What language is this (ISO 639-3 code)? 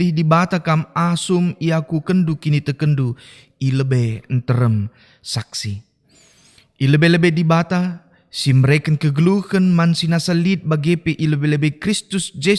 btx